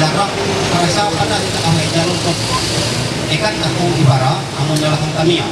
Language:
Ma'anyan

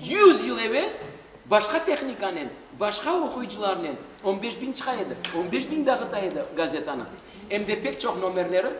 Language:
Crimean Tatar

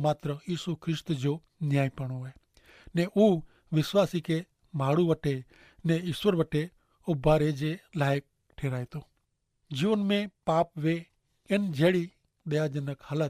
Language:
Kachhi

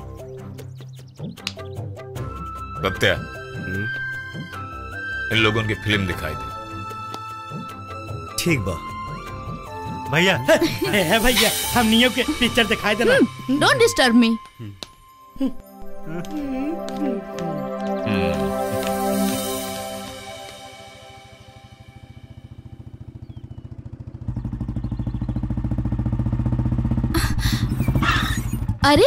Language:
Bhojpuri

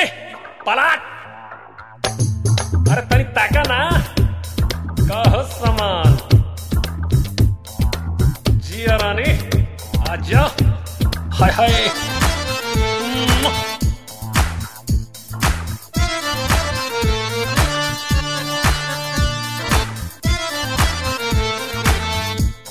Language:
Bhojpuri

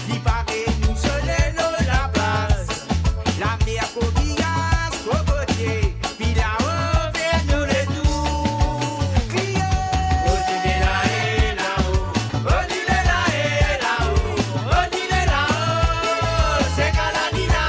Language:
Morisyen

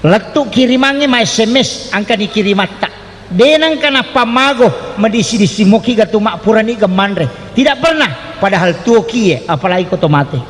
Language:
Buginese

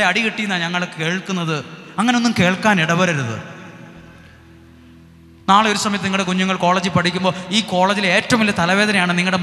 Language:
Malayalam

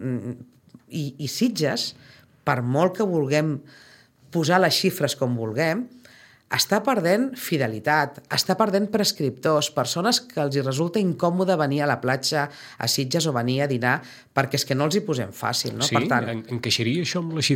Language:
Catalan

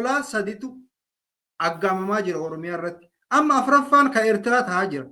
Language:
Oromo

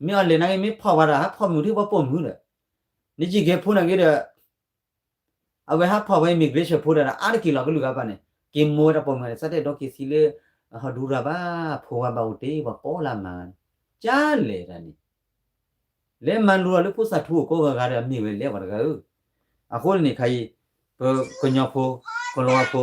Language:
S'gaw Karen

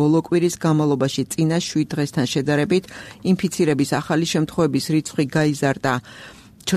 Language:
Georgian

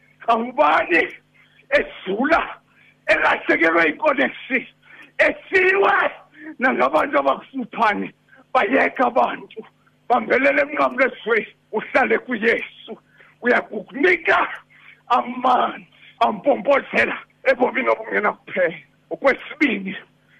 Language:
Xhosa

